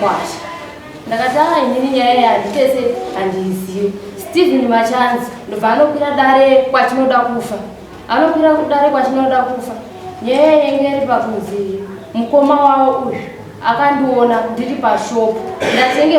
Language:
Shona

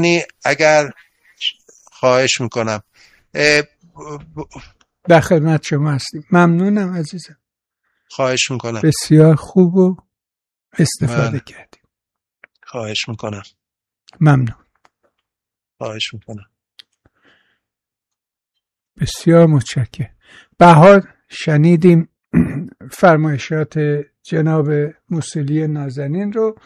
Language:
Persian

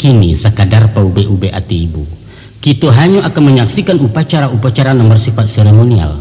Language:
Minangkabau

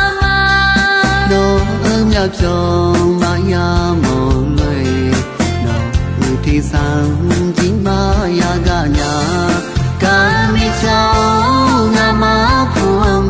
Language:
Akha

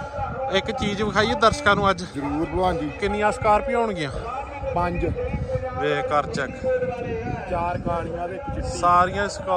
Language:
Punjabi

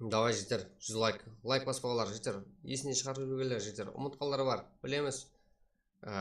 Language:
Kara-Kalpak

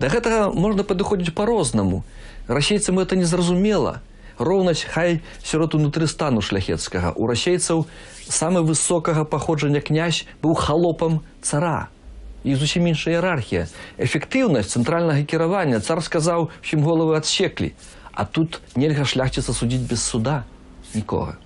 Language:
Belarusian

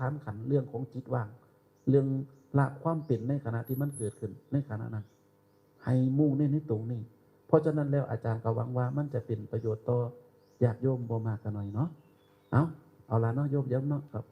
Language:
Northeastern Thai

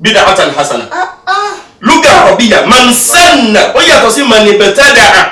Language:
Yoruba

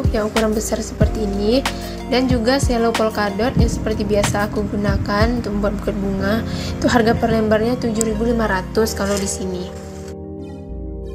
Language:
Indonesian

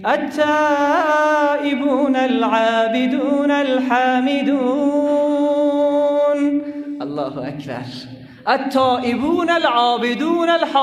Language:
Persian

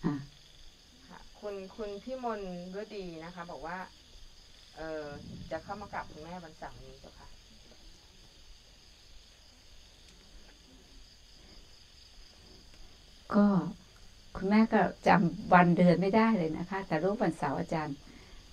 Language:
Thai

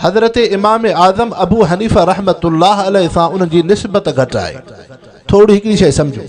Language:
Sindhi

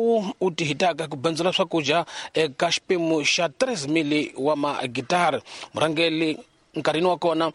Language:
Tsonga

